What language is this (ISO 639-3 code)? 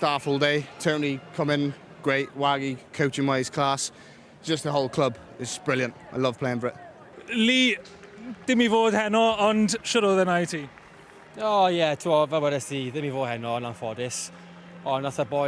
cym